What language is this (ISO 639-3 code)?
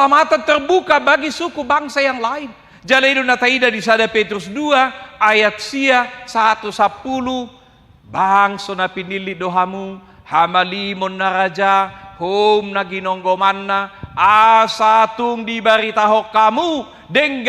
bbc